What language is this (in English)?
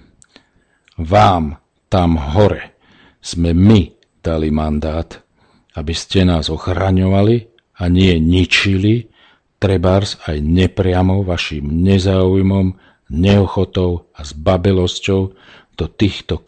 Slovak